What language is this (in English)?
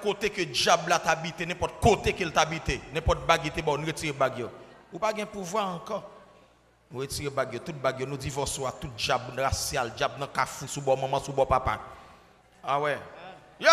Haitian Creole